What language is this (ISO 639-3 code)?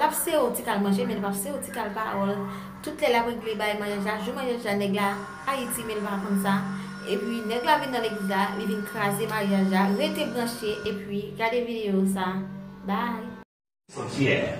hat